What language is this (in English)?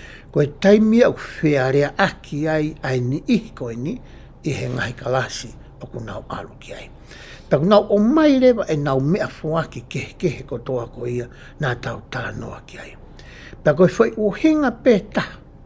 Tongan